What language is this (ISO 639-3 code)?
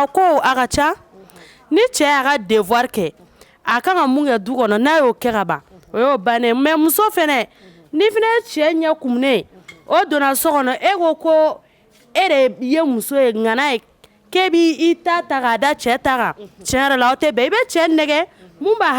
bam